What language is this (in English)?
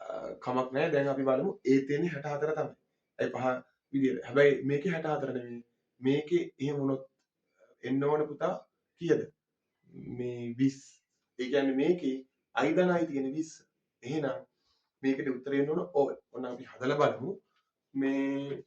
Sinhala